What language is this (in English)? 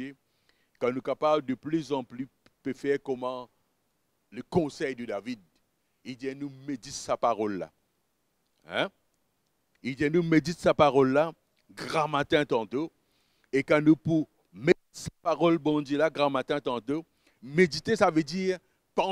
Morisyen